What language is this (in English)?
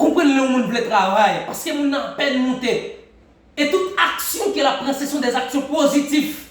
Haitian Creole